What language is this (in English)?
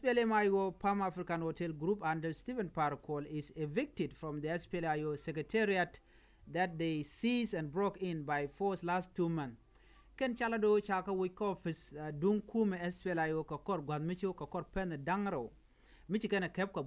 Nuer